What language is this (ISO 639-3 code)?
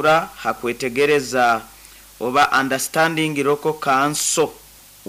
nyn